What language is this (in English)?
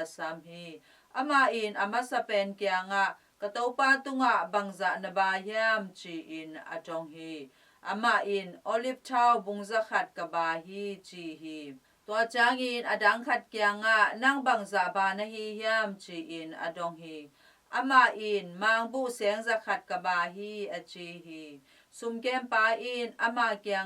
Tedim Chin